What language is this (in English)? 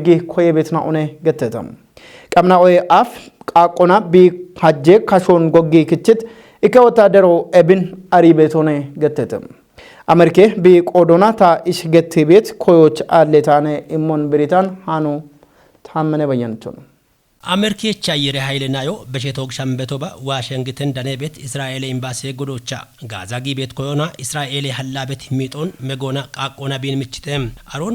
Kafa